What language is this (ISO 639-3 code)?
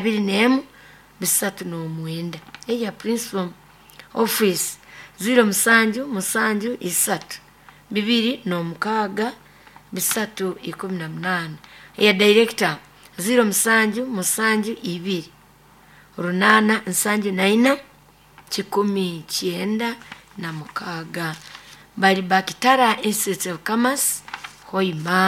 nyo